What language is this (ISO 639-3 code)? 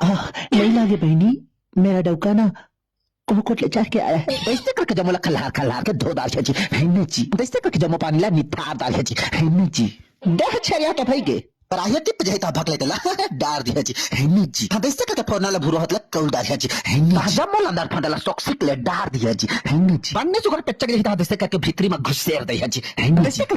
hne